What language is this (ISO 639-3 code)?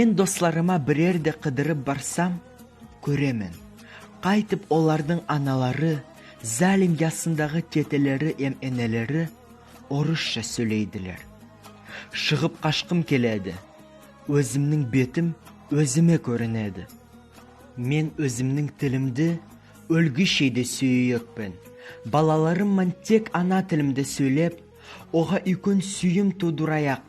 nog